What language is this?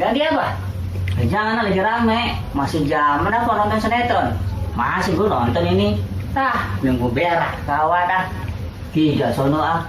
Betawi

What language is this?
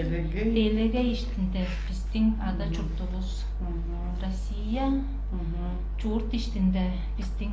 Tuvinian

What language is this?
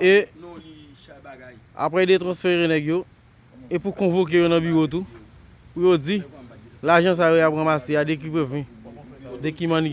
Haitian Creole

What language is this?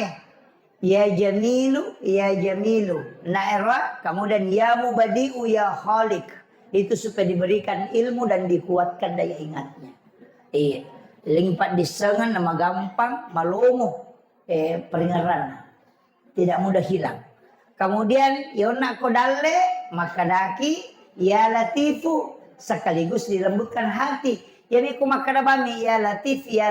Buginese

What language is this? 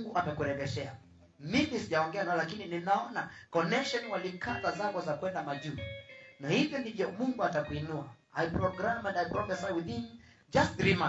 Swahili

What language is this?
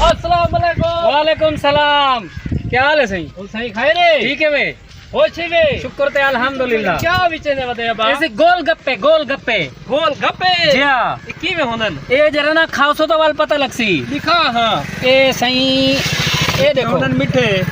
Saraiki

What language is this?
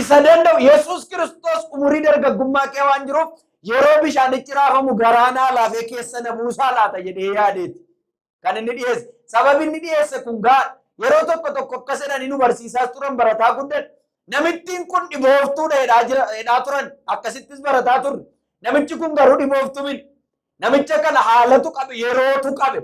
Oromo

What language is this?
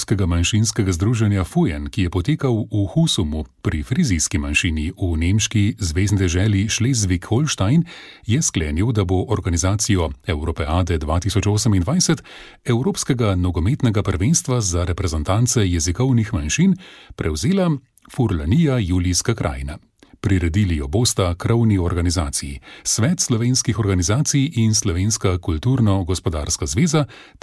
Slovenian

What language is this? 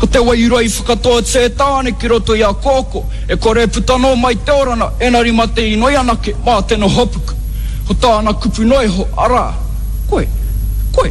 Māori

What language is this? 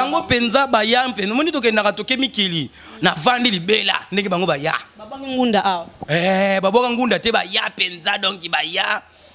Lingala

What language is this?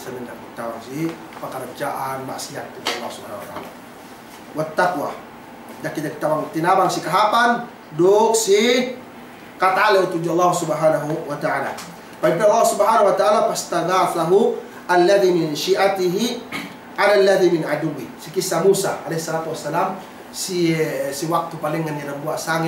Yakan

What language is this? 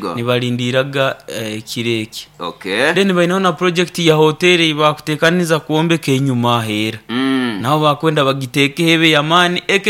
Nyoro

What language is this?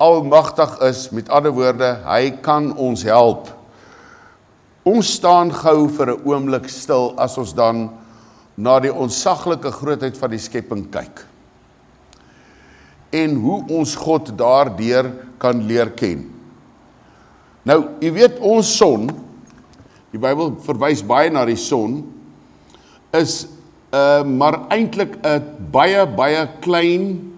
Afrikaans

